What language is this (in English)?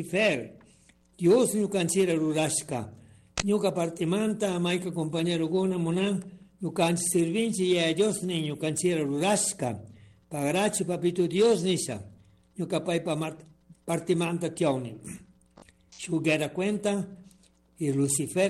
Chimborazo Highland Quichua